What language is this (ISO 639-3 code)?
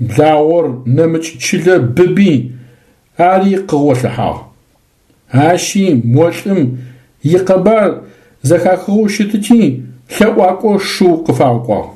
ady